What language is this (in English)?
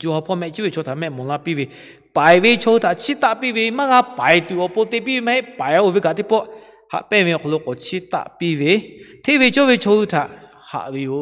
Lahu